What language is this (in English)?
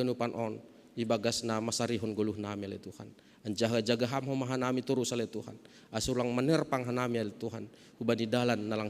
Batak Simalungun